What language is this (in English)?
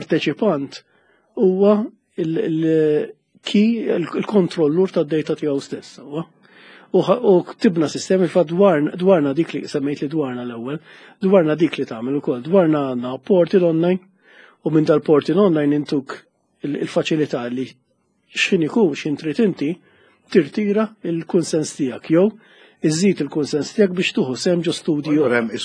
Maltese